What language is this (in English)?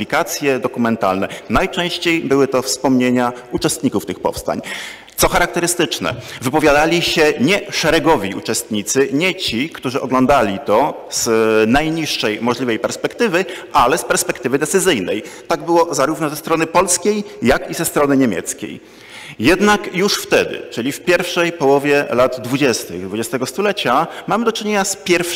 Polish